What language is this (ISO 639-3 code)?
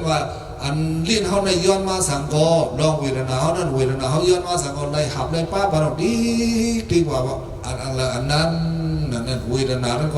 shn